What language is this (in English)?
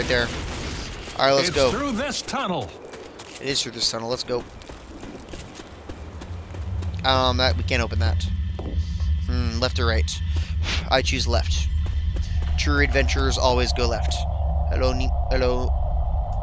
English